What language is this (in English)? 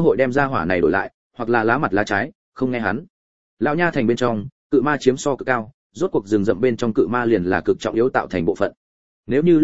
Vietnamese